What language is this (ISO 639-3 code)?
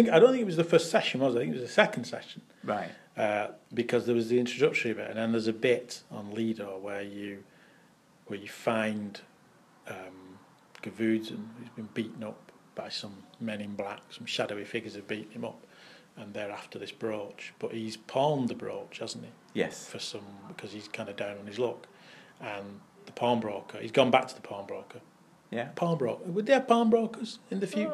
eng